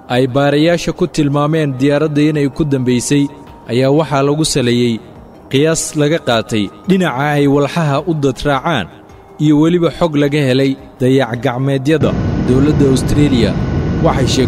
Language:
Somali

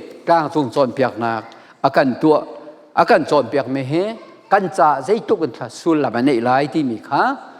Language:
Hakha Chin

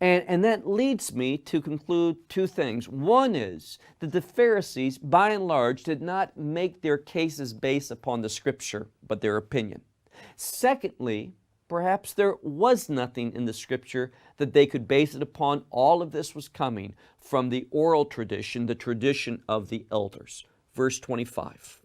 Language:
English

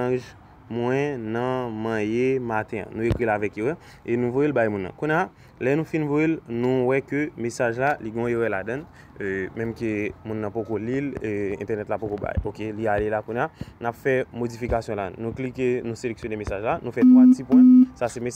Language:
Haitian Creole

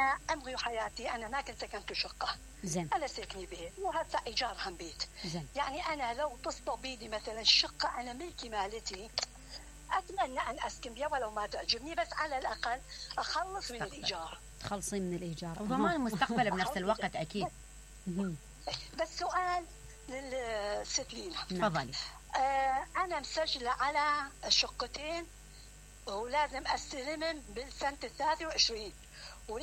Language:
Mesopotamian Arabic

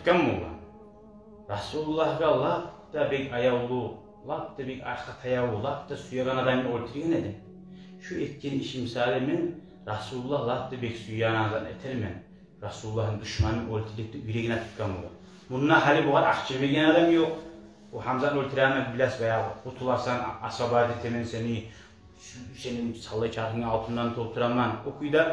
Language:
Kumyk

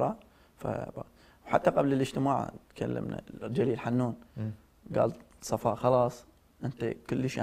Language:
Mesopotamian Arabic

